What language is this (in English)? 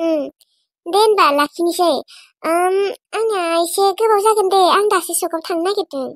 Bodo